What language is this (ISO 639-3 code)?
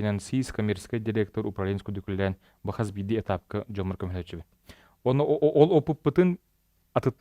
sah